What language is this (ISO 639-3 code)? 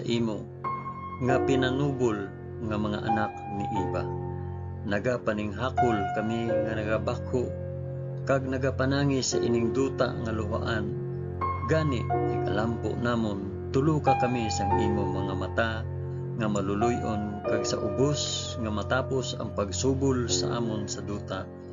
hil